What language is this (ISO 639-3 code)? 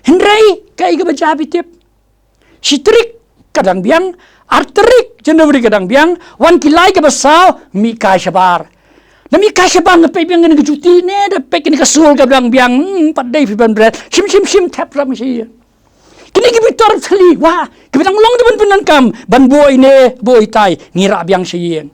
kha